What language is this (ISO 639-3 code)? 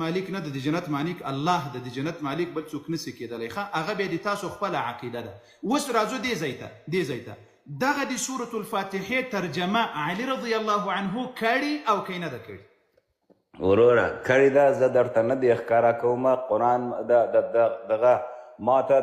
pus